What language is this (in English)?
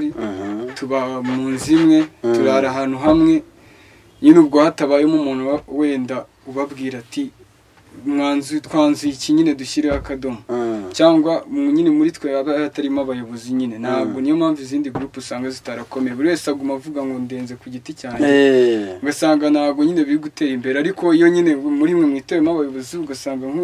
Kinyarwanda